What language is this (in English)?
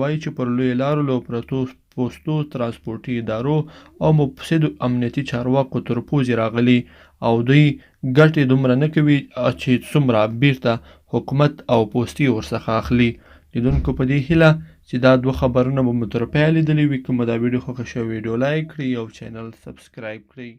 Pashto